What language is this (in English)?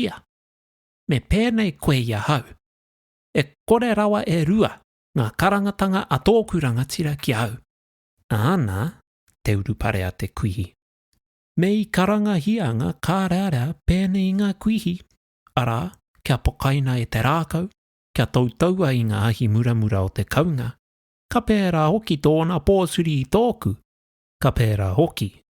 Māori